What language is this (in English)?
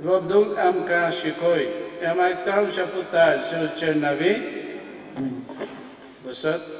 Konkani